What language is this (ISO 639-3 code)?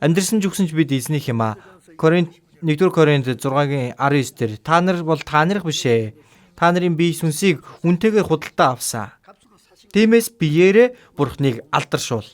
mon